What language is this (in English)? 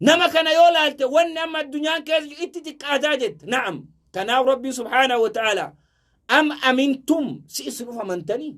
Oromo